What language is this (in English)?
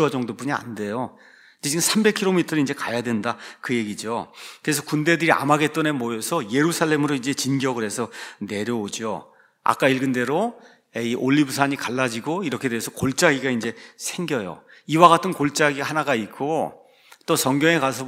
Korean